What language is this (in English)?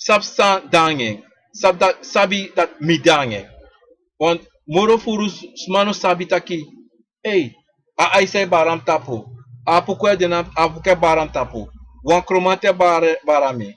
Sranan Tongo